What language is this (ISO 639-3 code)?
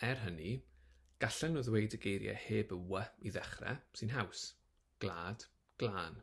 cym